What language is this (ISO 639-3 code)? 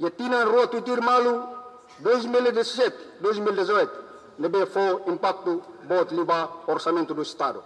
tet